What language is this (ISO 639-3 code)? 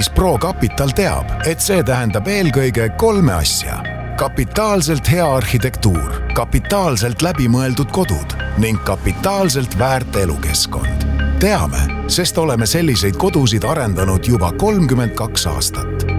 est